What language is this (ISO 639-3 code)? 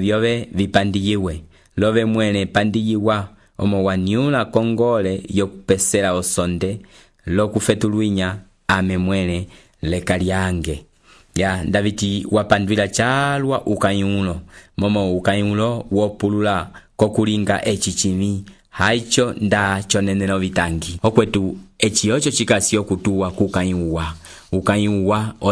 umb